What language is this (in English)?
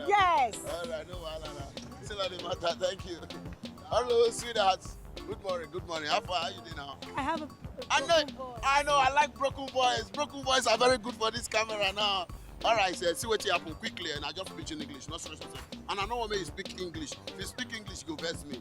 Nigerian Pidgin